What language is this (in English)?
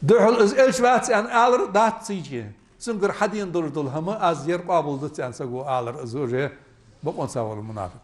Ingush